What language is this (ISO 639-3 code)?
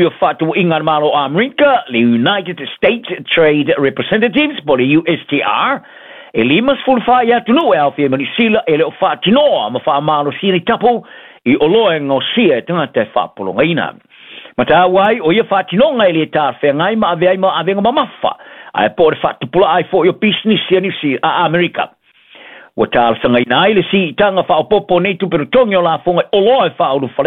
smo